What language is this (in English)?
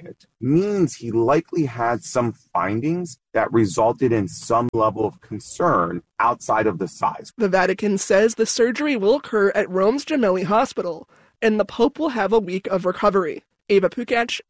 English